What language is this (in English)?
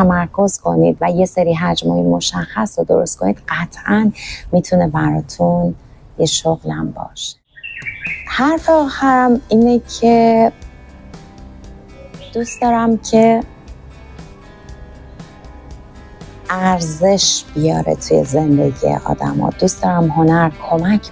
Persian